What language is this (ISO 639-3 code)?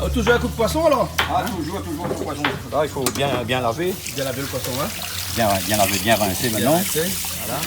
rcf